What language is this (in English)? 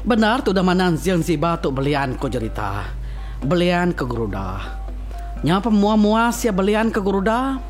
Iban